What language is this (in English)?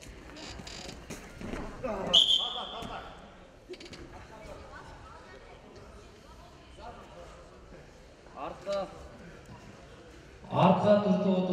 Kazakh